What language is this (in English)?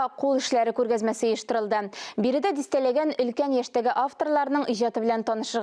Tatar